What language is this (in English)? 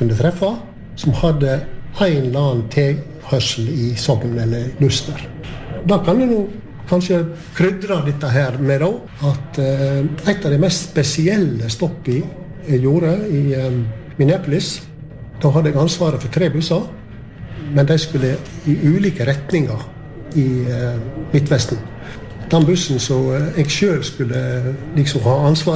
Norwegian